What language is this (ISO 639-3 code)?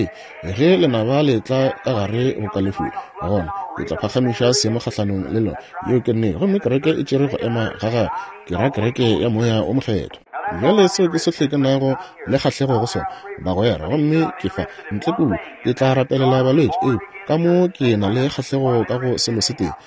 nso